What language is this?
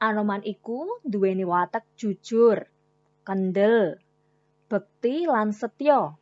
Javanese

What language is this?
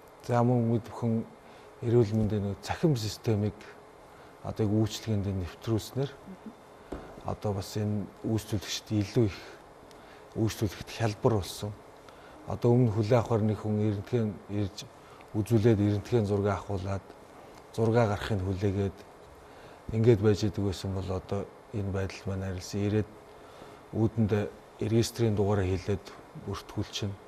Mongolian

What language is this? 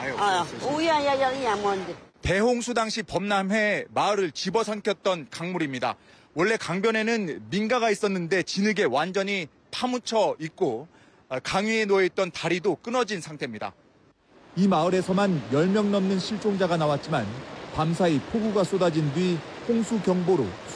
Korean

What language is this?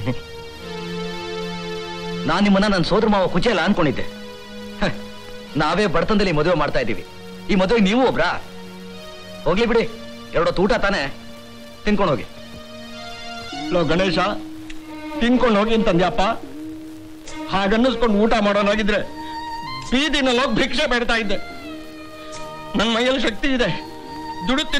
Kannada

